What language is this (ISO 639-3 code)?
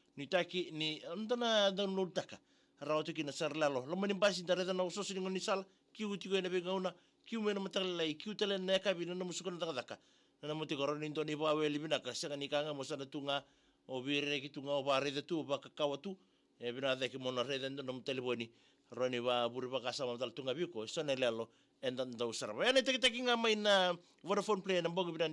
fij